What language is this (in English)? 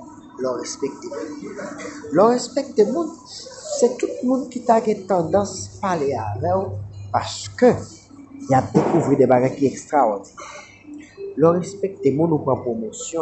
Haitian Creole